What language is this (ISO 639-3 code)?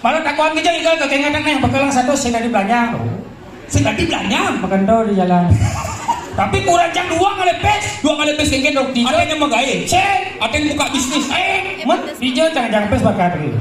ban